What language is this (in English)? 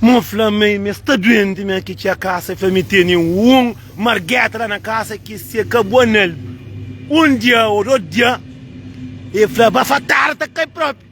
Kabuverdianu